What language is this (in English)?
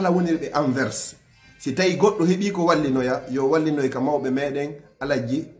Fula